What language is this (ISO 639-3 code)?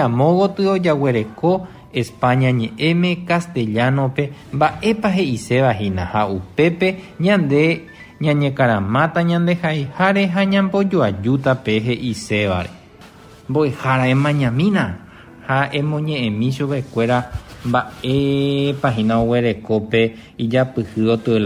grn